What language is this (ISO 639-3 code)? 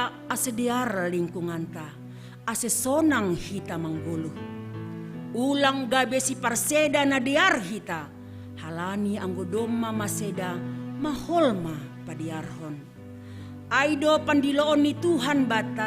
bts